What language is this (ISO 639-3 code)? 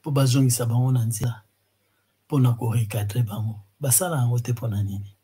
lin